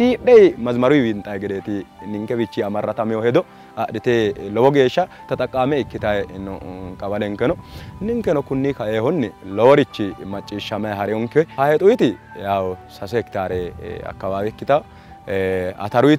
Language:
Sidamo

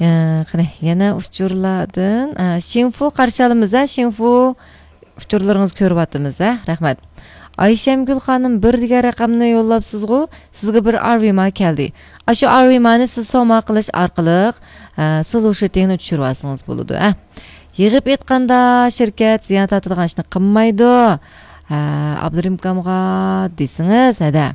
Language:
Uyghur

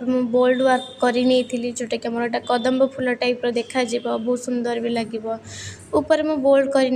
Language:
Odia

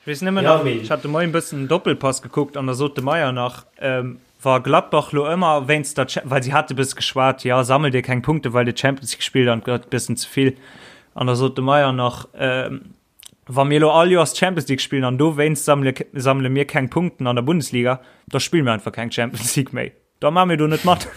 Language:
Luxembourgish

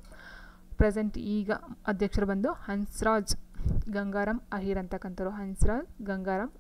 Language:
Kannada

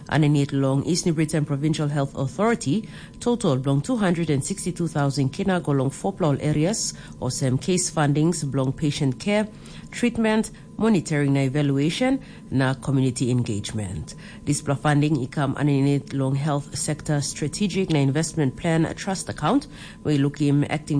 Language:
Tok Pisin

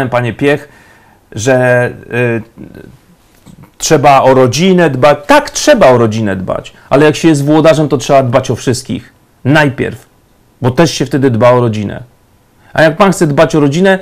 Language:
Polish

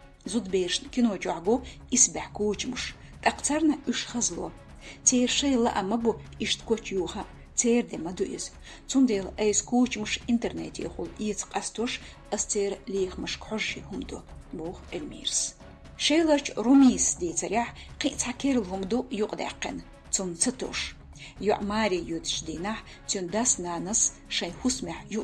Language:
Chechen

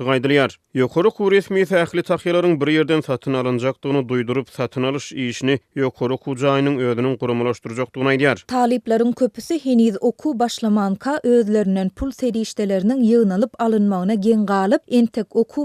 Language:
Turkmen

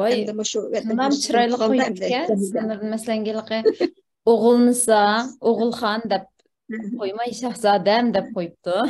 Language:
Uyghur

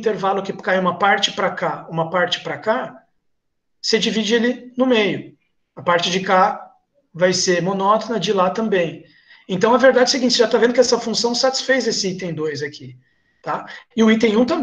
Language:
Portuguese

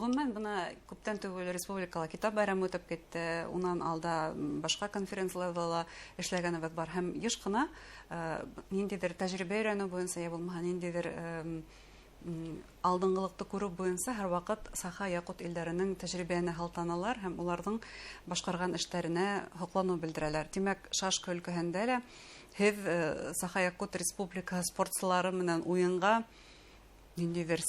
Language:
Bashkir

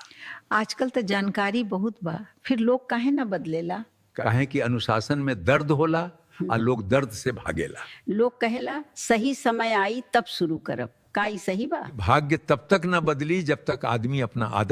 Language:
Bhojpuri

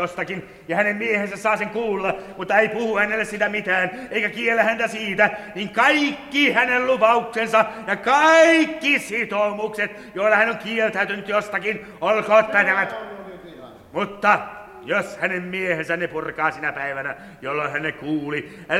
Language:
Finnish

